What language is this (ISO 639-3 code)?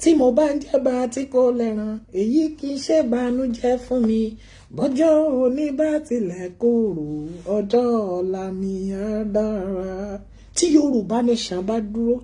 yor